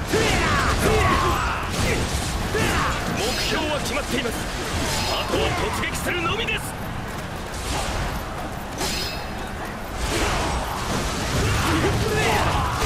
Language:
Japanese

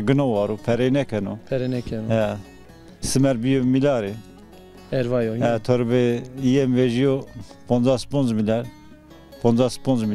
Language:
Zaza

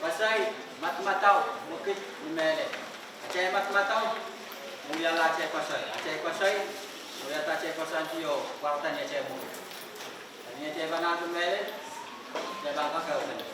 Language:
Pohnpeian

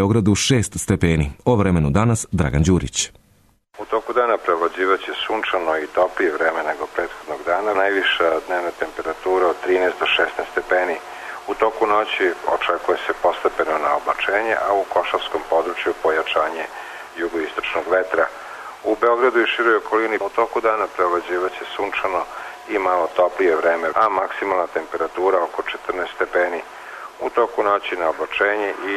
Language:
Serbian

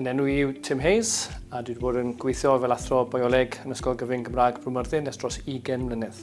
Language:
Welsh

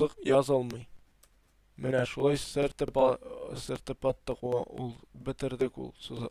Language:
Tatar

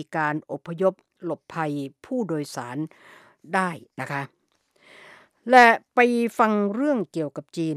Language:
Thai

